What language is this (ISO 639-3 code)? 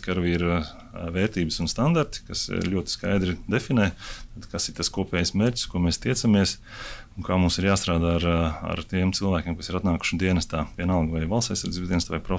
lav